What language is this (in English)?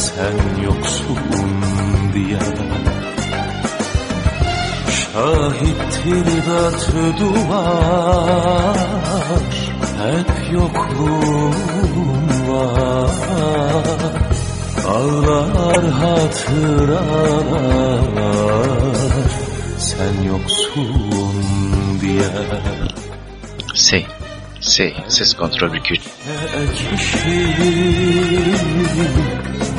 Turkish